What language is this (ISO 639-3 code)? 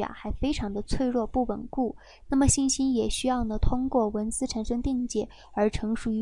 zho